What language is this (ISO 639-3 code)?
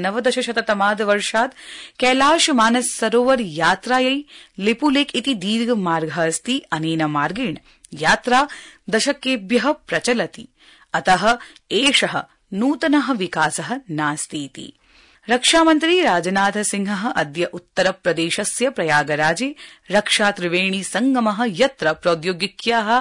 san